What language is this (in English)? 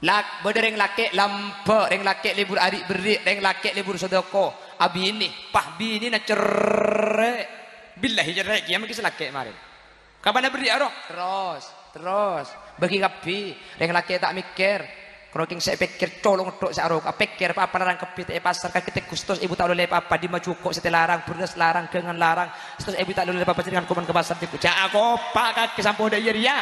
Madurese